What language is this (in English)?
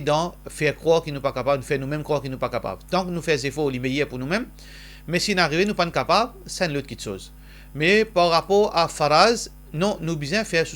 Morisyen